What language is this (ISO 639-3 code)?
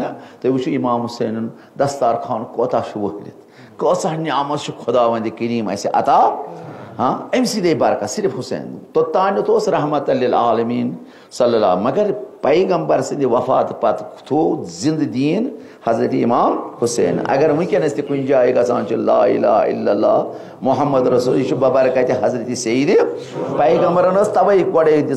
kas